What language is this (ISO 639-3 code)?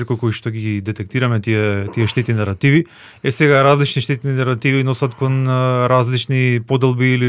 mkd